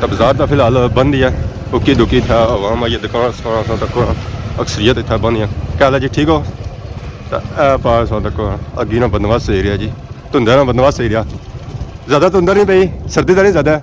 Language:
Pahari-Potwari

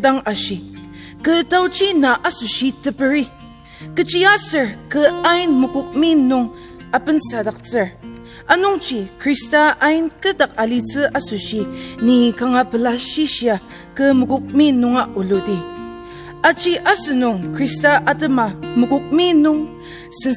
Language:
Ao Naga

